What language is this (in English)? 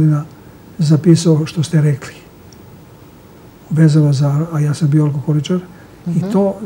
Serbian